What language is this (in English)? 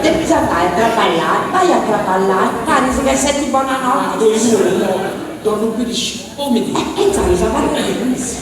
Sardinian